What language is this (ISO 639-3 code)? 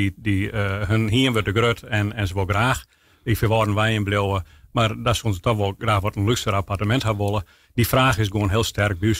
fry